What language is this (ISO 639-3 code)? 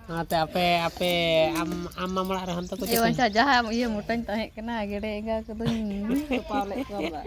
sat